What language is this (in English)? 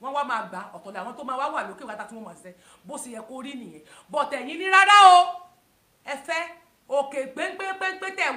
Yoruba